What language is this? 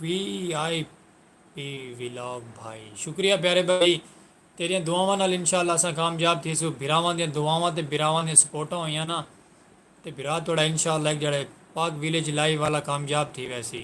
Saraiki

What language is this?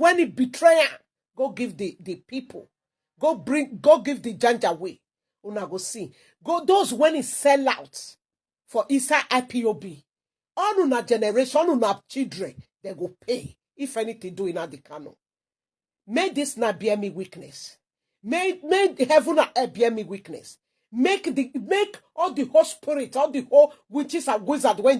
Nigerian Pidgin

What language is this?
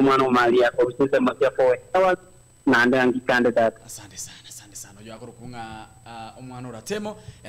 Gusii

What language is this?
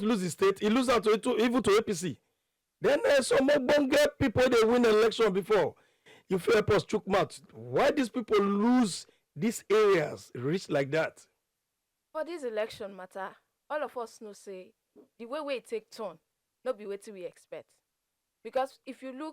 Nigerian Pidgin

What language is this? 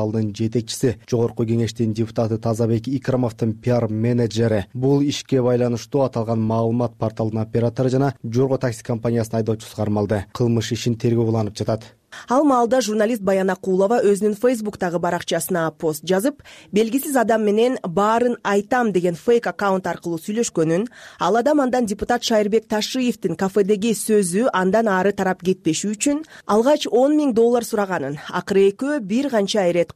Kyrgyz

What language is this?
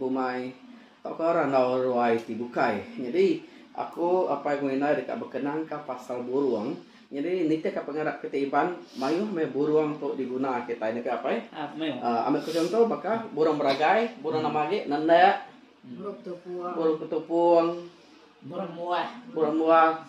Iban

